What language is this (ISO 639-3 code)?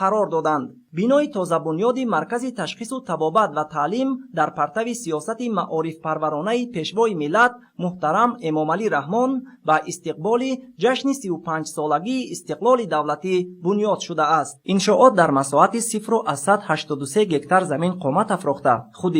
tgk